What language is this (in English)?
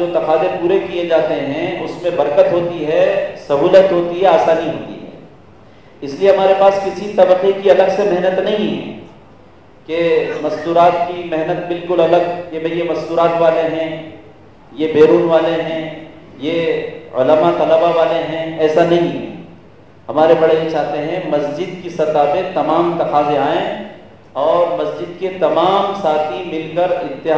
Urdu